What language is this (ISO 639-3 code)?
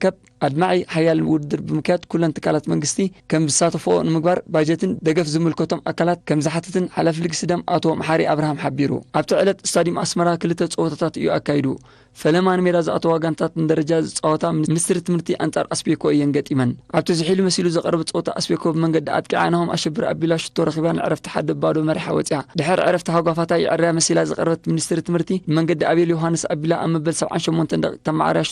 tir